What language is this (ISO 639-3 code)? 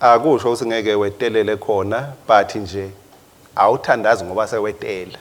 ssw